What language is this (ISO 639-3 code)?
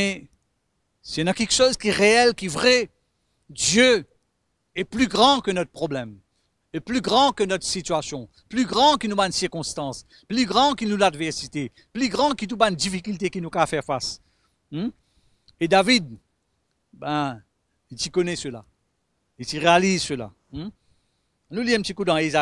mfe